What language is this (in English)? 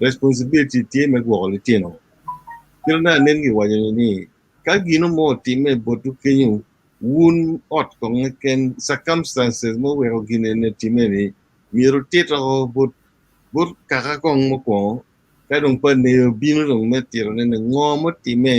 Acoli